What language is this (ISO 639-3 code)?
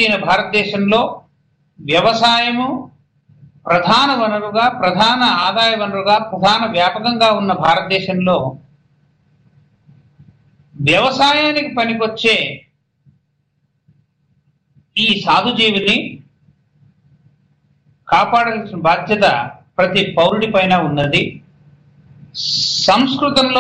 tel